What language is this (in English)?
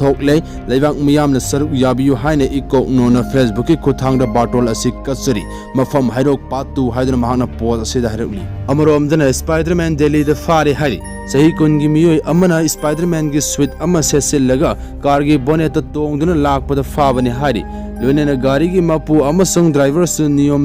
Manipuri